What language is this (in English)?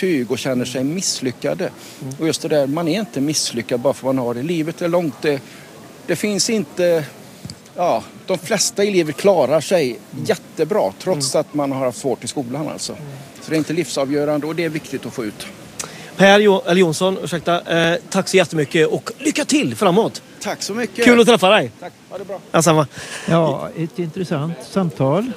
Swedish